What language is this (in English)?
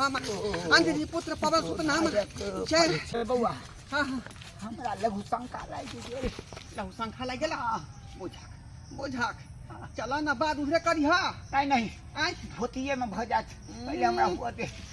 Maithili